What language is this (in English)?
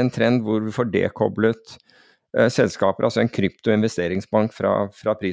Norwegian